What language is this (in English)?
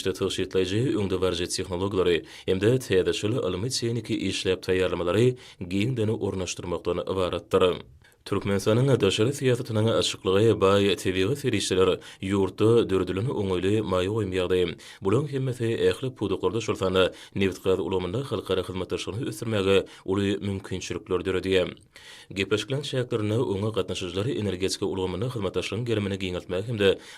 Turkmen